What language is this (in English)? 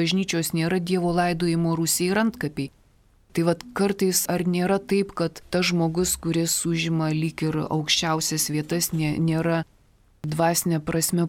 Lithuanian